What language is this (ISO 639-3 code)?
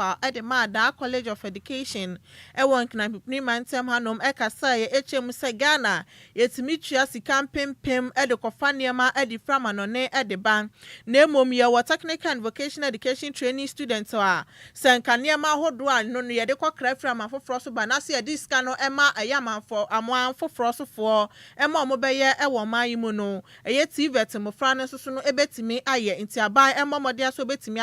aka